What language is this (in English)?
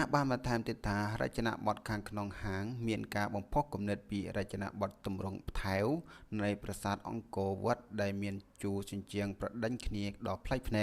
Khmer